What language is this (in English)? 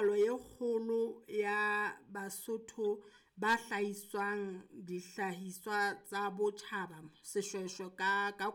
Southern Sotho